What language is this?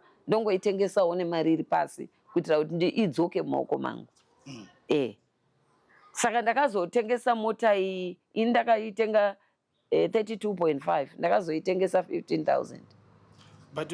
Shona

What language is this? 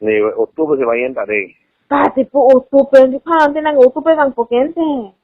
Karbi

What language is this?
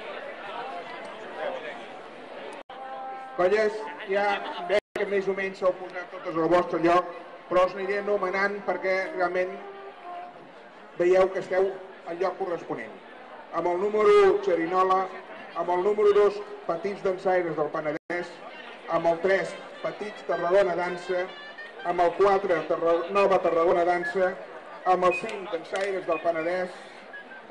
Catalan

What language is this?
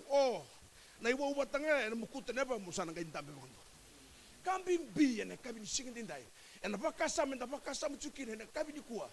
Fijian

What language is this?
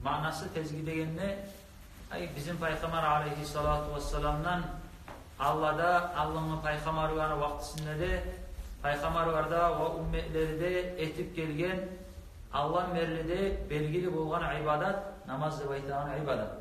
Kumyk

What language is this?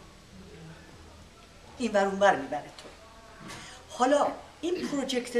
Persian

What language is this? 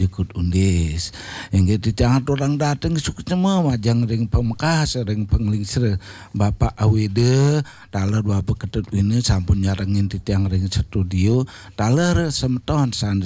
Balinese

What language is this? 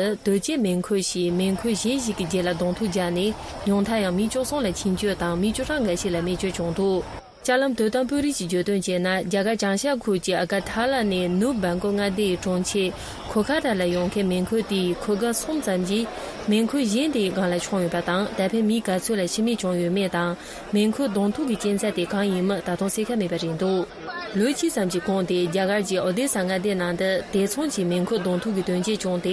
Tibetan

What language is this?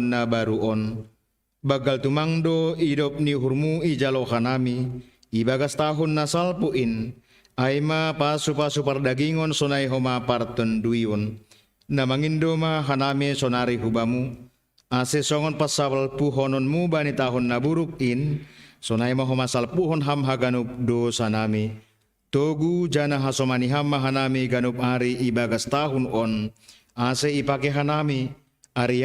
Batak Simalungun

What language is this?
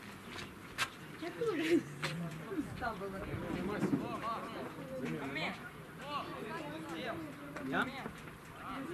Ukrainian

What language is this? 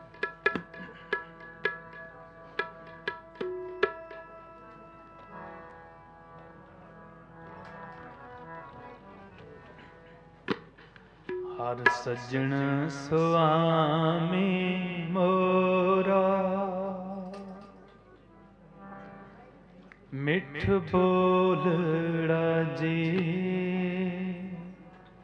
Punjabi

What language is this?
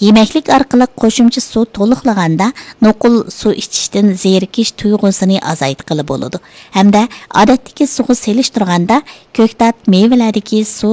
Uyghur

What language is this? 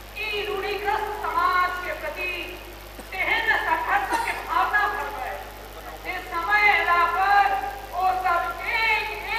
Maithili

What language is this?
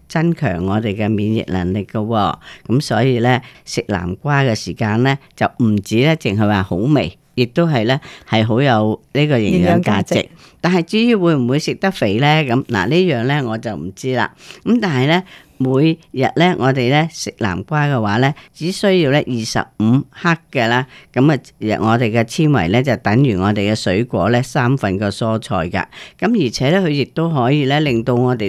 Cantonese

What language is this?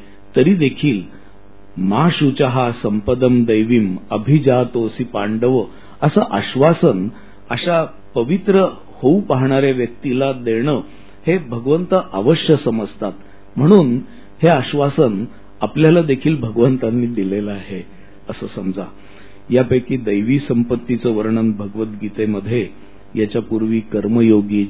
Marathi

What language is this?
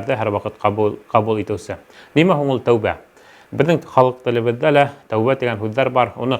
Bashkir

